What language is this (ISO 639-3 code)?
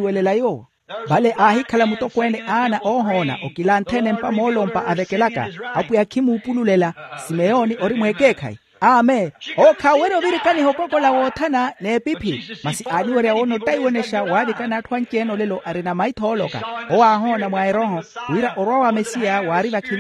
vmw